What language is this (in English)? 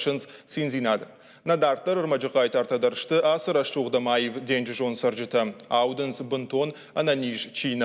Ossetic